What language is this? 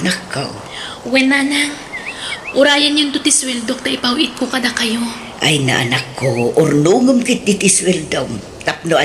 Iloko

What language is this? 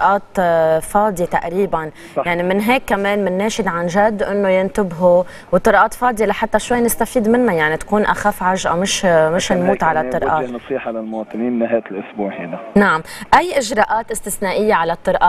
North Levantine Arabic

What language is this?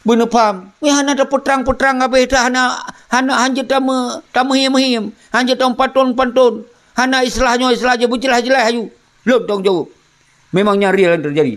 Achinese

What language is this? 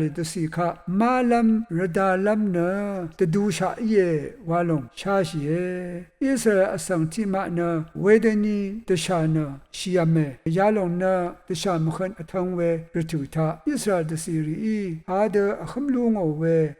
Rawang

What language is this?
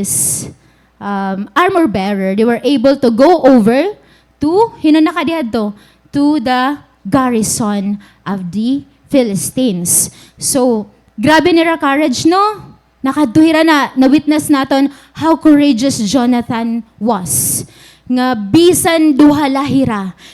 Waray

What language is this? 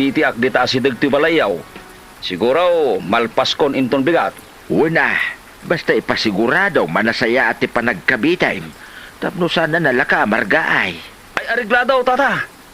Iloko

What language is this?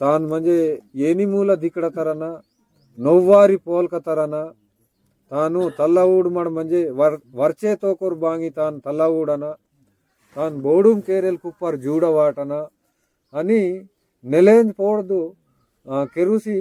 Aheri Gondi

